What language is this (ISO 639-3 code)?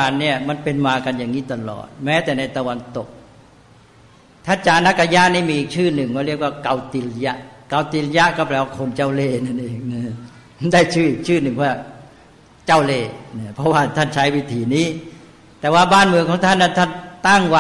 tha